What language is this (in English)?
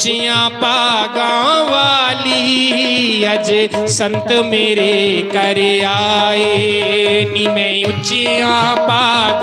Dogri